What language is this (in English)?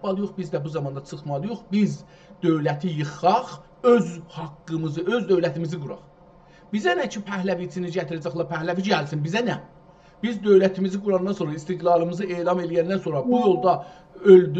South Azerbaijani